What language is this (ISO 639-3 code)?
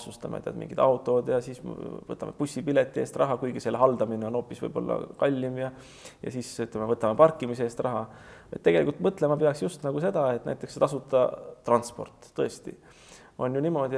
est